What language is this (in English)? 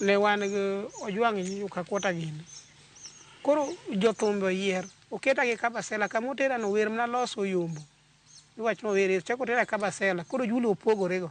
Luo (Kenya and Tanzania)